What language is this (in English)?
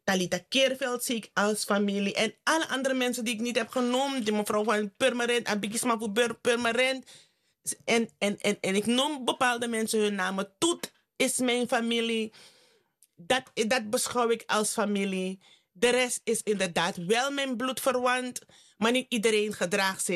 Dutch